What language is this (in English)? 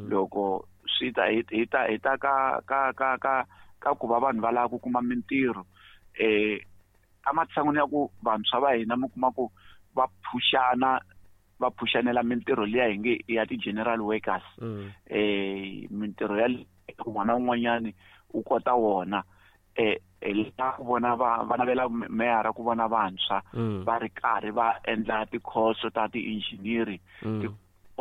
Tsonga